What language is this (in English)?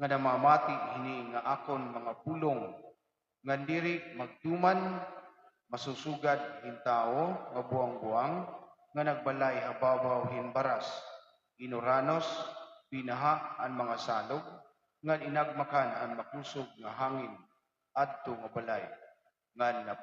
Waray